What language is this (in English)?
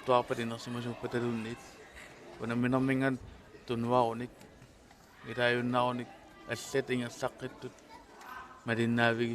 Kalaallisut